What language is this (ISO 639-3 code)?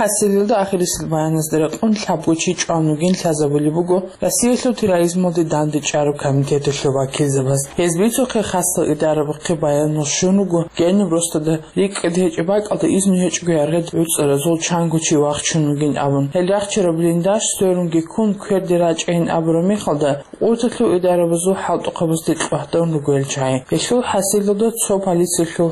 ava